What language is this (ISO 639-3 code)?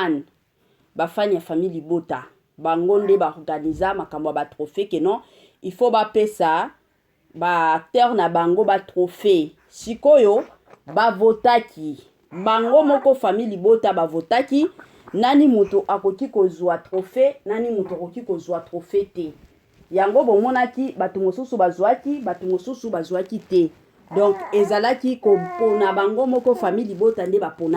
lin